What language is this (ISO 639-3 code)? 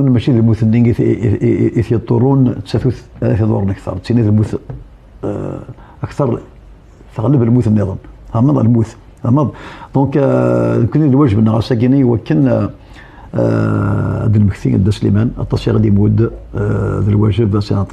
kab